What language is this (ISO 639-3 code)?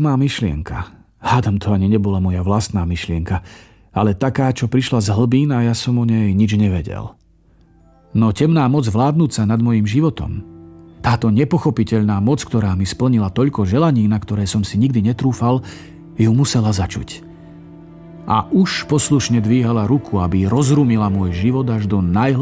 slk